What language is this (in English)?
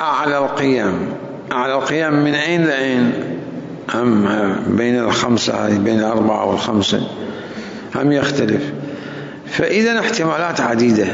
Mesopotamian Arabic